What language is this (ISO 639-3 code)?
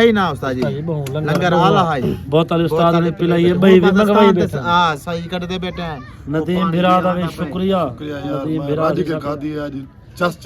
skr